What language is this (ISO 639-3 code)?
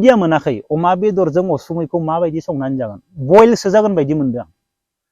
brx